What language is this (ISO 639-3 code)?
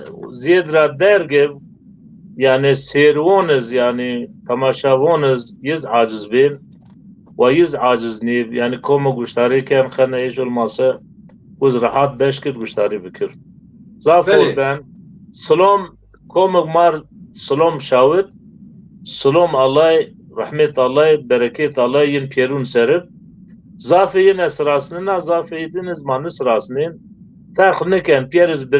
zza